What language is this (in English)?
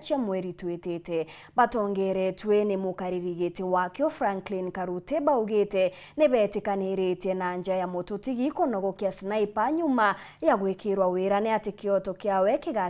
Meru